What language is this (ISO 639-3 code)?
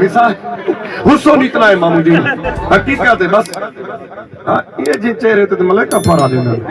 skr